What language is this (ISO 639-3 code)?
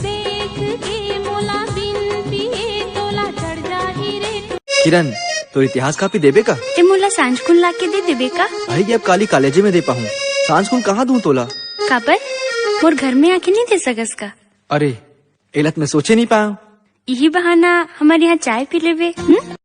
hne